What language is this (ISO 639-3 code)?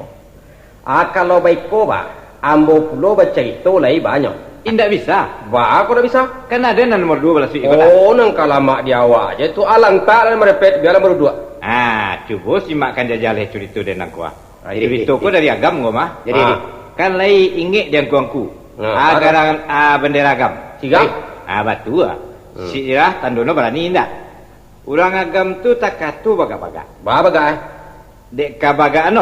min